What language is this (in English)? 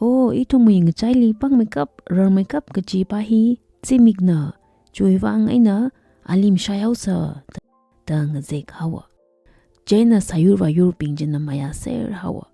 Tangkhul Naga (India)